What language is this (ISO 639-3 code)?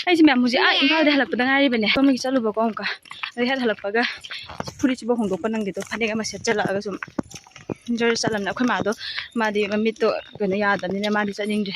mni